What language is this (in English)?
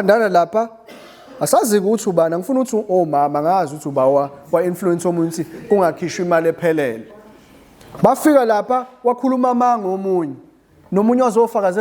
Zulu